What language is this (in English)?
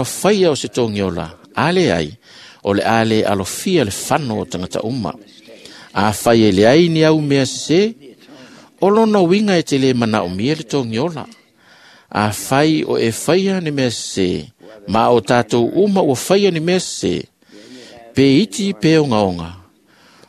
Samoan